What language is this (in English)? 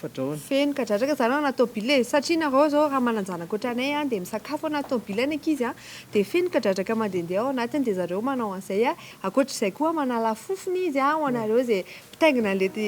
Malagasy